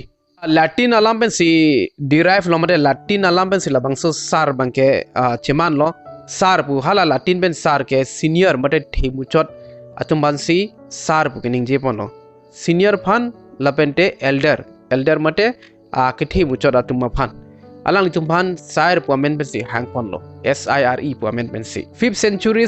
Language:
Karbi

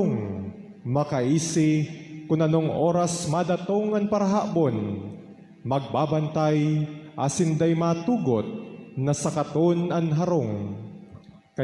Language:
Bikol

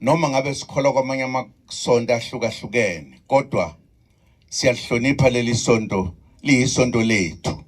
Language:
Zulu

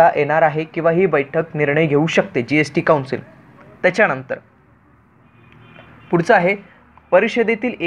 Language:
Marathi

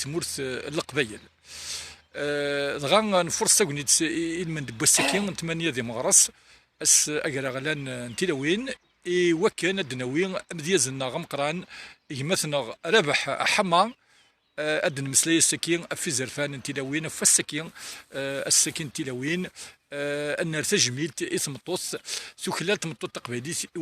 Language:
Kabyle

